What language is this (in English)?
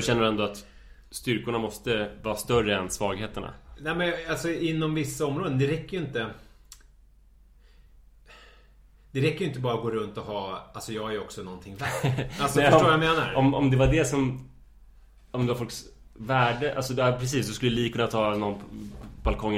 Swedish